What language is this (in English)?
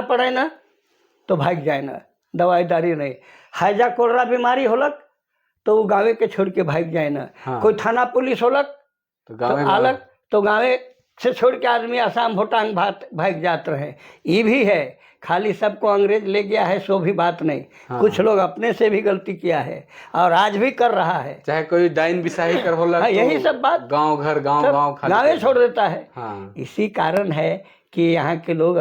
Sadri